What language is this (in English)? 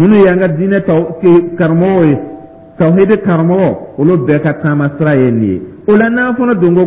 Dyula